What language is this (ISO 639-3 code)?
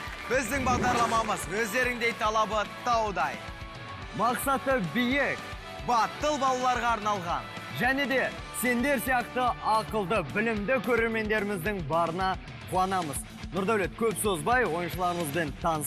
kaz